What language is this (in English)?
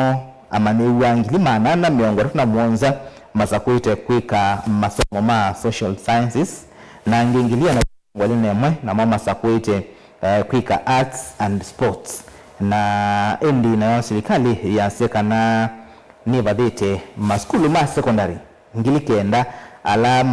Kamba